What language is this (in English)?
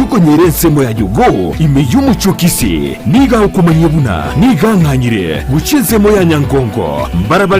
Gusii